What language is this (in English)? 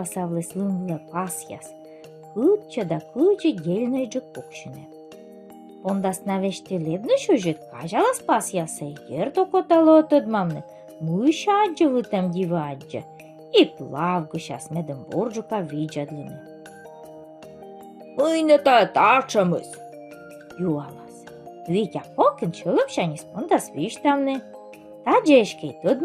Komi